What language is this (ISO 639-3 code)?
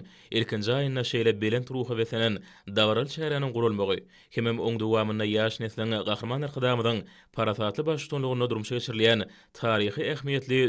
tuk